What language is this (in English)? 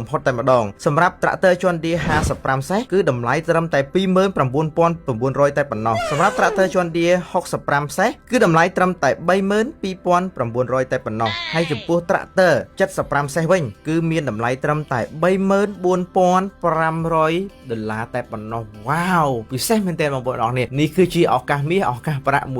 Khmer